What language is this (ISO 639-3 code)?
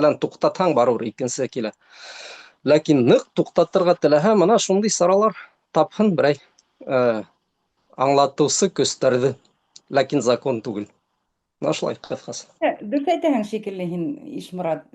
bak